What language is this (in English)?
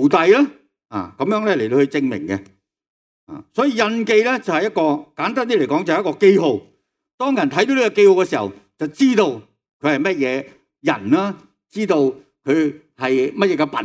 Cantonese